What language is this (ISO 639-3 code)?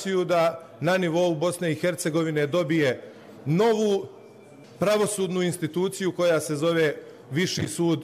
hrv